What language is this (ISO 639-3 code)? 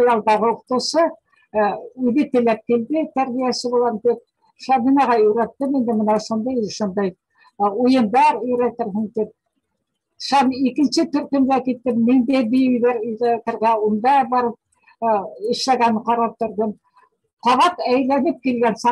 bak